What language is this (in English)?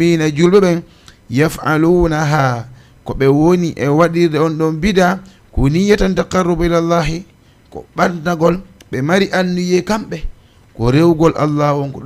Fula